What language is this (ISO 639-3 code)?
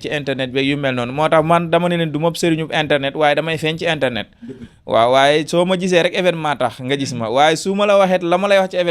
wol